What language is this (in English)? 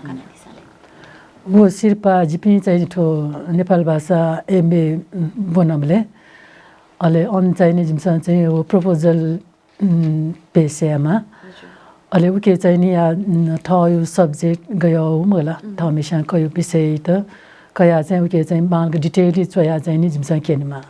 Newari